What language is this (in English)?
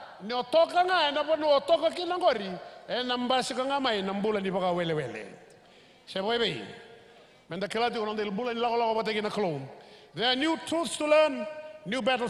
Fijian